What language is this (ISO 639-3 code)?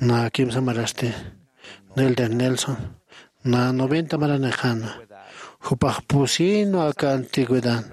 aym